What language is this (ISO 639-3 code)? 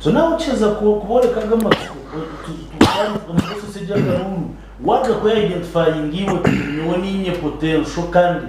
nyn